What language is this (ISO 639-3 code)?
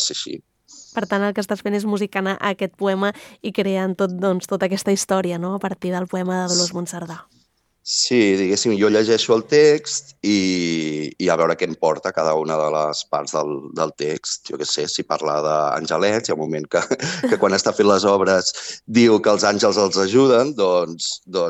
cat